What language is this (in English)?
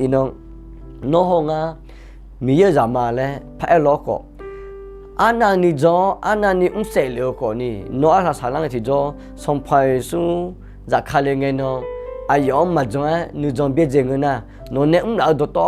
Akha